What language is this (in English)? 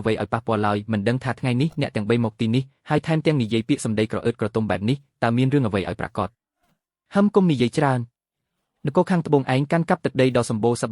Khmer